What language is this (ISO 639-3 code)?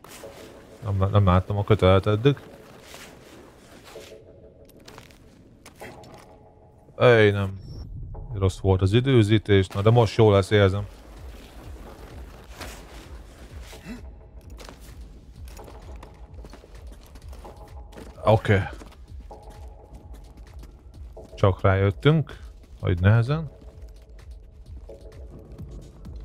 hun